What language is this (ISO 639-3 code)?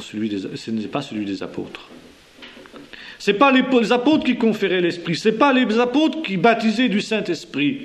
fra